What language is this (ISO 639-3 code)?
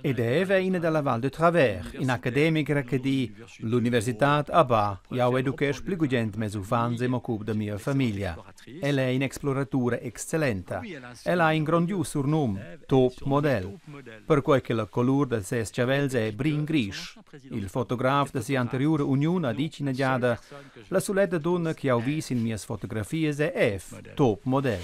roh